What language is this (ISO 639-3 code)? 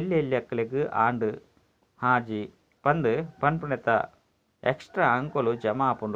tcy